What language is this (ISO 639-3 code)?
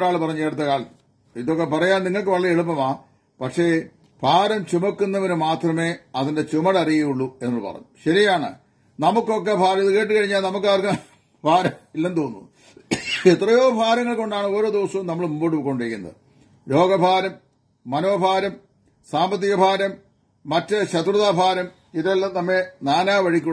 mal